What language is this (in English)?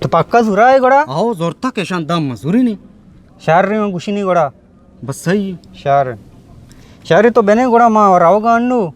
Eastern Balochi